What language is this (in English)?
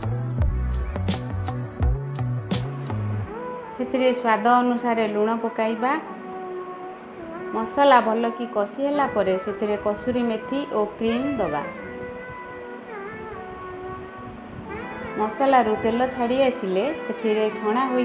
Odia